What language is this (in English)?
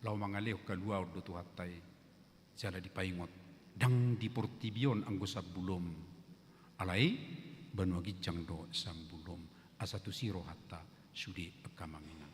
Batak Toba